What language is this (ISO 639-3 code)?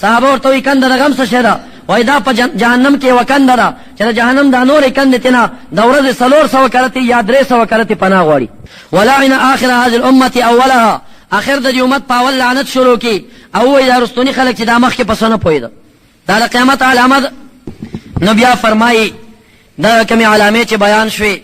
pus